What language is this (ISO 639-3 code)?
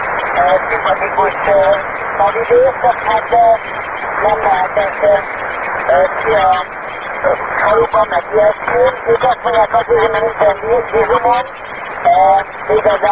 hun